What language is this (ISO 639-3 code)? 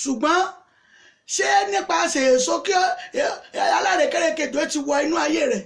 yor